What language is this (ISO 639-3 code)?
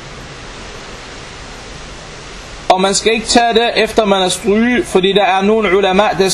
dan